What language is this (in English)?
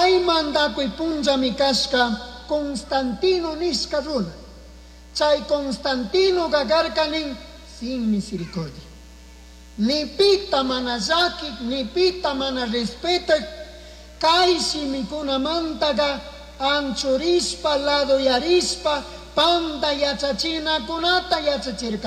Chimborazo Highland Quichua